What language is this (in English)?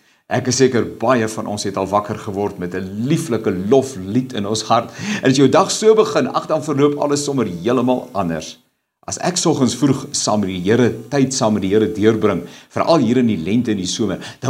Afrikaans